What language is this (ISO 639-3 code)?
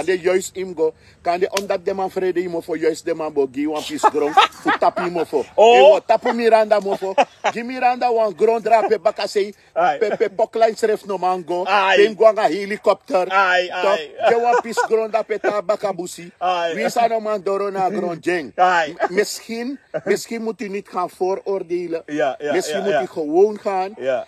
srn